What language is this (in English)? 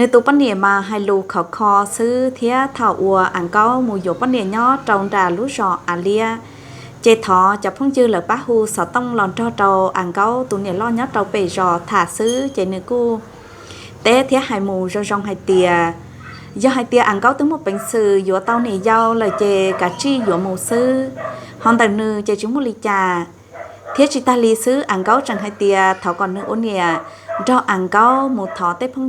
Hmong